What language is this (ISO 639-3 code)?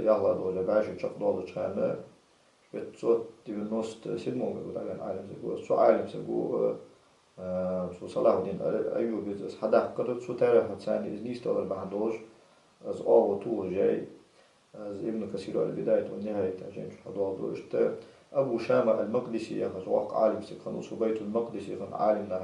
inh